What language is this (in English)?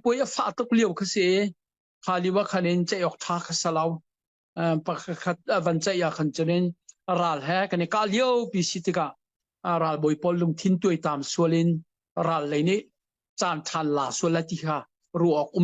Hakha Chin